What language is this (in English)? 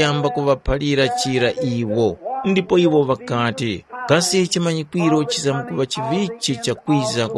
Tumbuka